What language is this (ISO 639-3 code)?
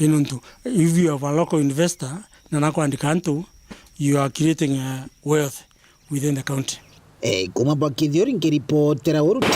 mer